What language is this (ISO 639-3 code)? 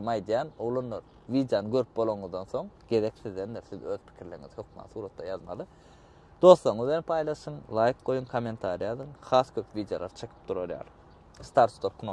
tuk